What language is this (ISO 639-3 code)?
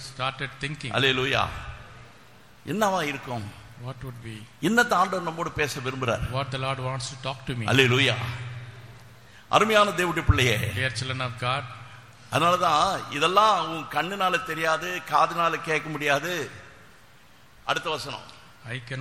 tam